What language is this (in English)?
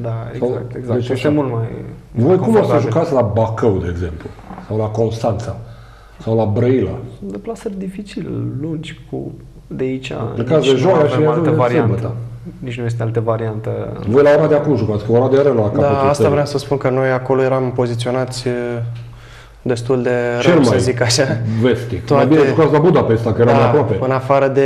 Romanian